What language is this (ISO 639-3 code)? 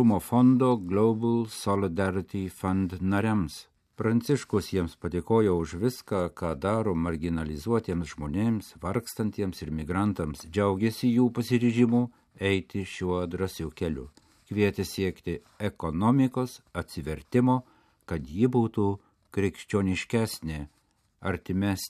lit